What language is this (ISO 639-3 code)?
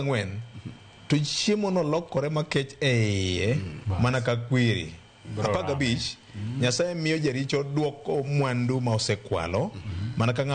luo